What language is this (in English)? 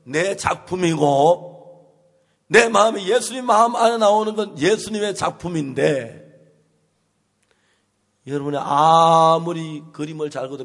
Korean